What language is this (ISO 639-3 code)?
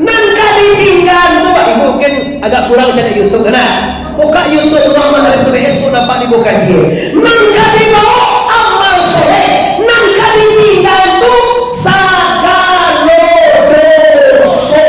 min